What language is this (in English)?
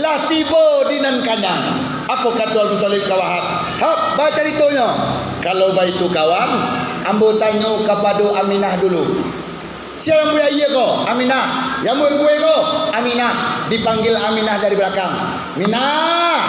Minangkabau